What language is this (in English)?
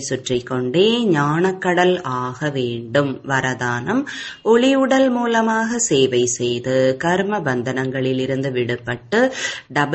Tamil